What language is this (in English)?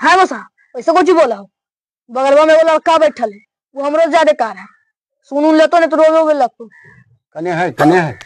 Magahi